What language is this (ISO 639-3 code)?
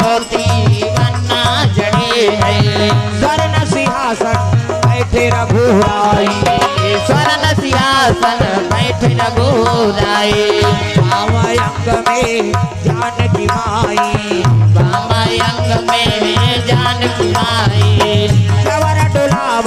hne